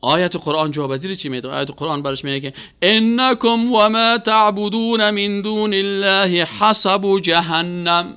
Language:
Persian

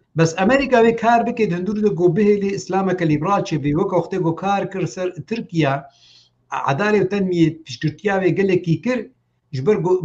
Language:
Kurdish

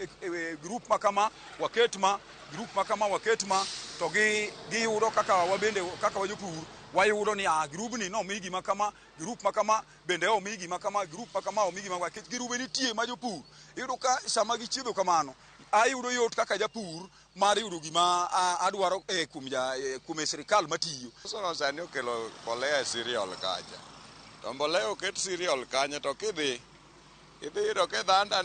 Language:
Luo (Kenya and Tanzania)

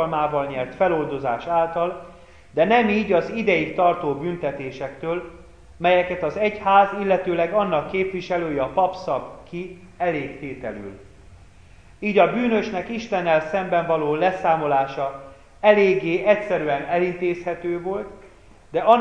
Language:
Hungarian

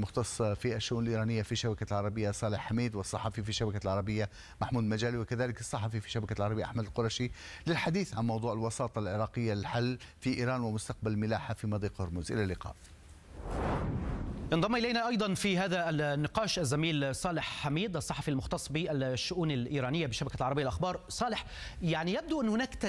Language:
Arabic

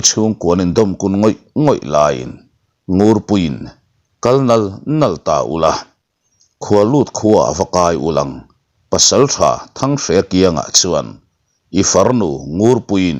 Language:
Mizo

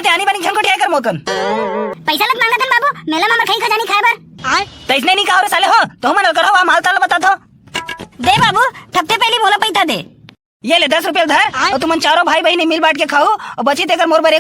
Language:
Chhattisgarhi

